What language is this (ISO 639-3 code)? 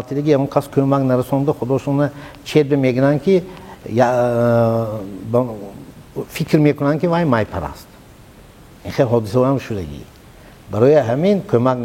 tgk